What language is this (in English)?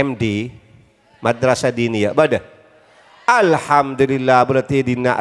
Madurese